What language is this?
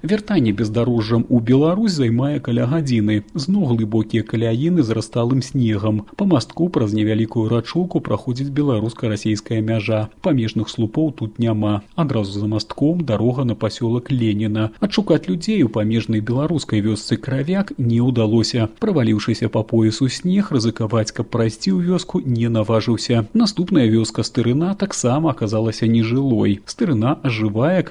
Belarusian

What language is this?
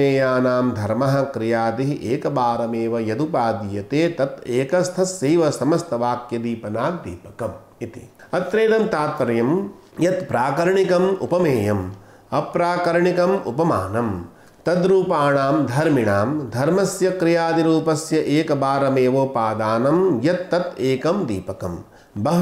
Sanskrit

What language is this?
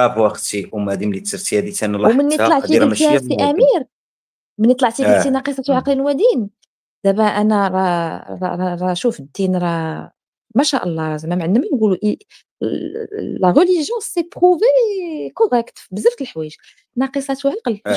Moroccan Arabic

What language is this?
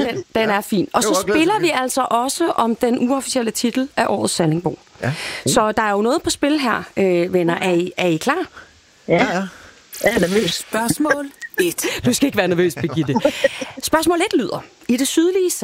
Danish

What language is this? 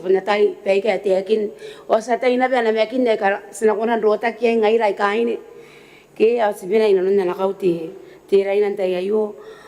Gilbertese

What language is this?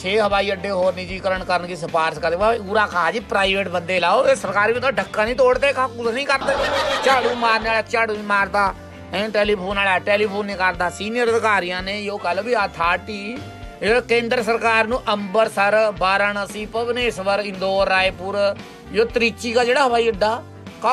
Punjabi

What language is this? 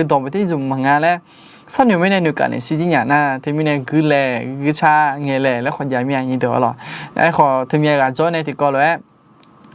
Akha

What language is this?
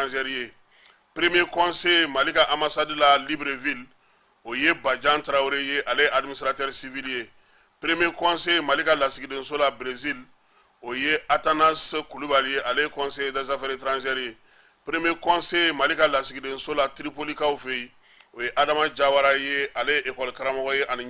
Bambara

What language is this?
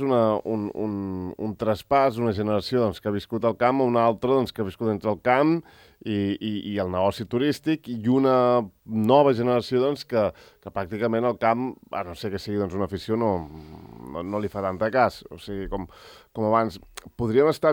Catalan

